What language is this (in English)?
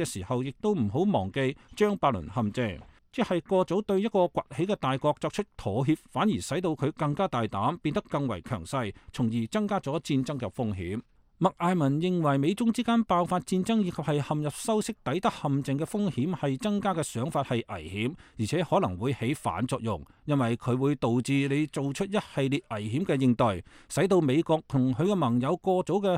Cantonese